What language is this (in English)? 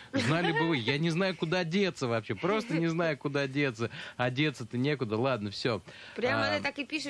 Russian